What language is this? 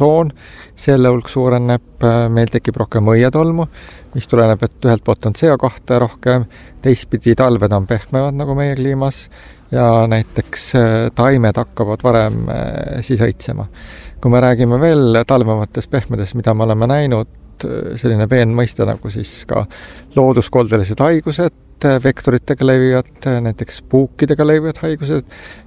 Estonian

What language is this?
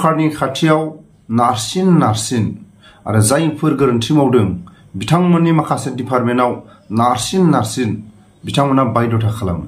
Bodo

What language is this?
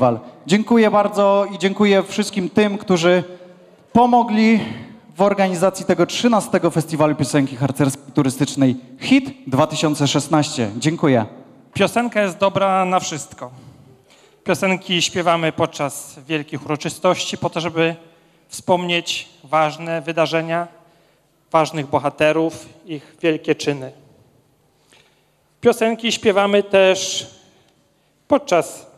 Polish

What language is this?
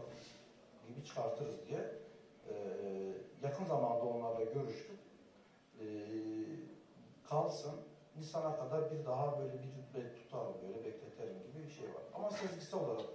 Turkish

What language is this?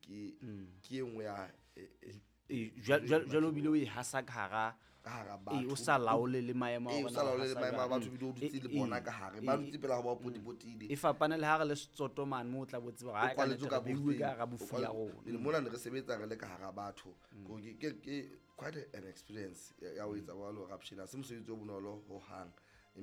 Southern Sotho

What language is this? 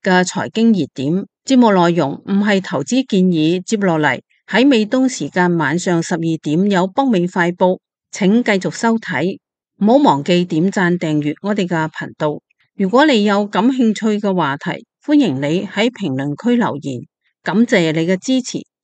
Cantonese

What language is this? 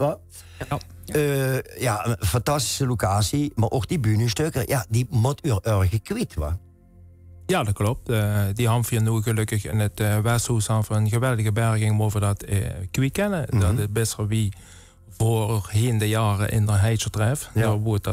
Limburgish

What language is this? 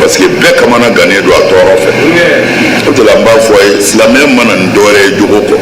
Bambara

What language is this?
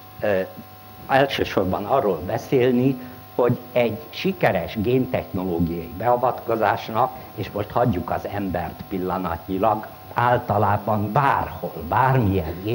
Hungarian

